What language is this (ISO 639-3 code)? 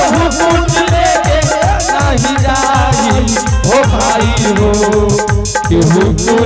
anp